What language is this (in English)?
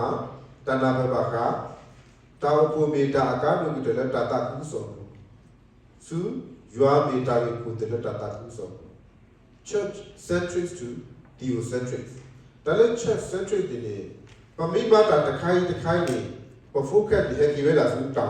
S'gaw Karen